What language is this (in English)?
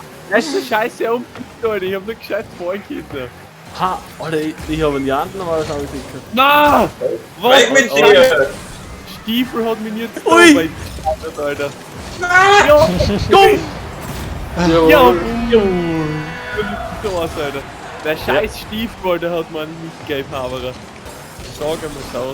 Bavarian